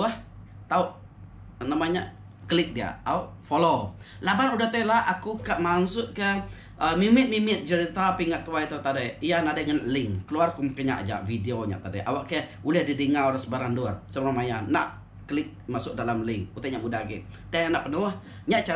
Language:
Iban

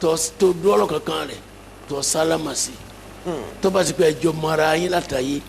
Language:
Yoruba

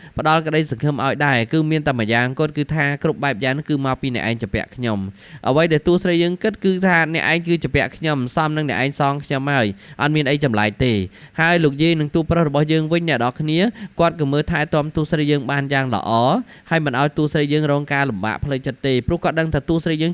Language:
Khmer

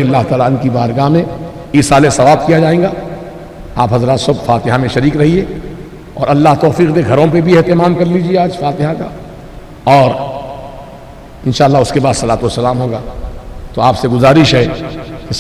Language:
Urdu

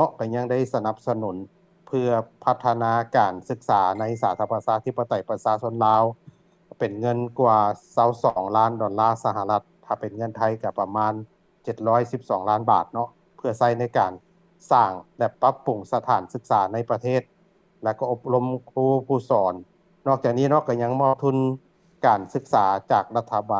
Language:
Lao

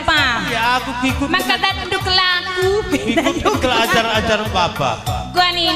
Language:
Batak Karo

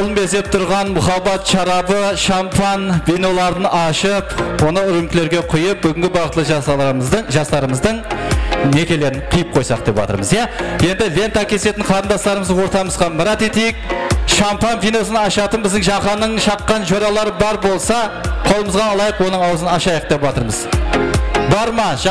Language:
Kara-Kalpak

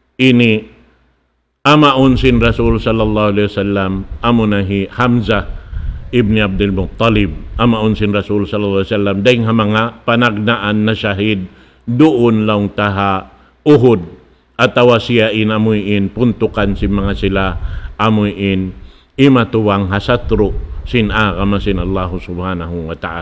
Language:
Tausug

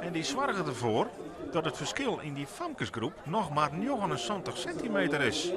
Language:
Western Frisian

